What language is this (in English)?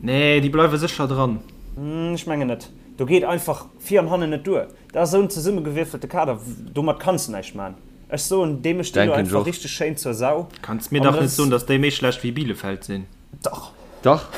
Luxembourgish